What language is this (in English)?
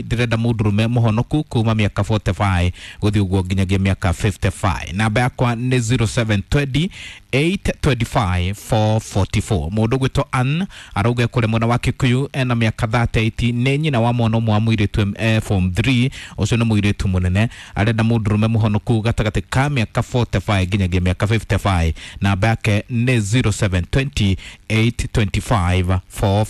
Kikuyu